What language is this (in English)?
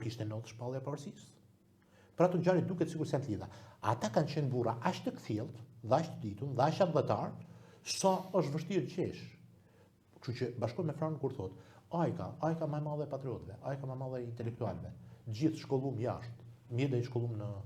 Albanian